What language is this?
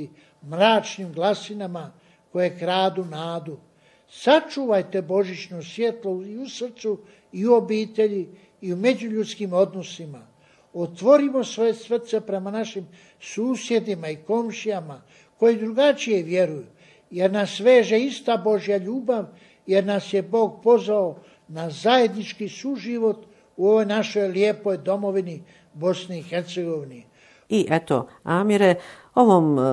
Bosnian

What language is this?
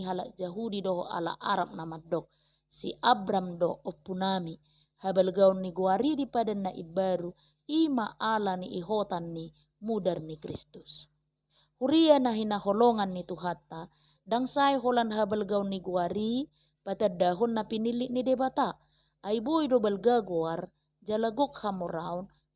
Batak Toba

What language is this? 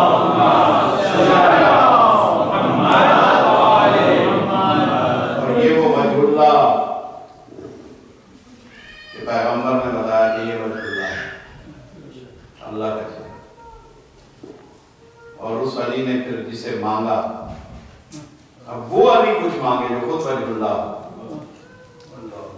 Urdu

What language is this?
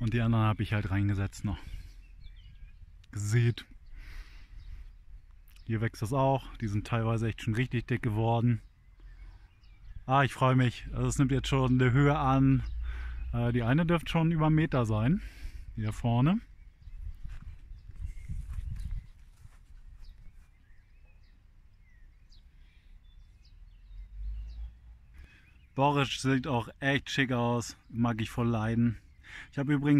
German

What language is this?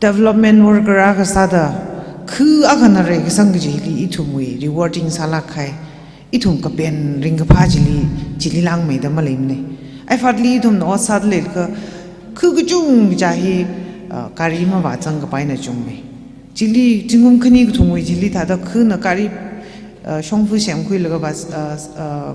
Tangkhul Naga (India)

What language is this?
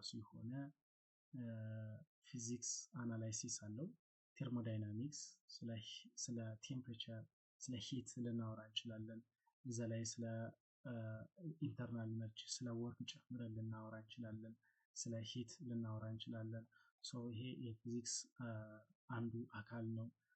Amharic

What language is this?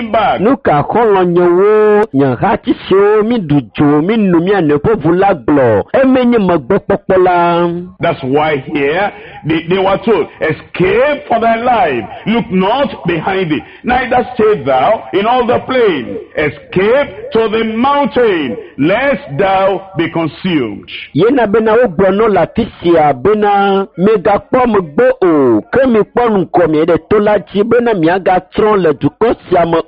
Ewe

